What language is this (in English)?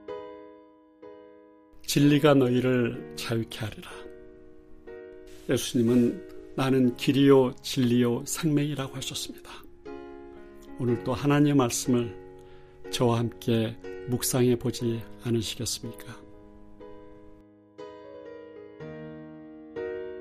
Korean